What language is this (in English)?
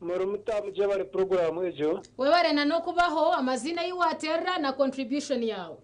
Nyankole